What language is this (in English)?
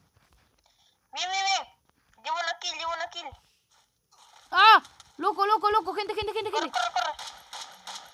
Spanish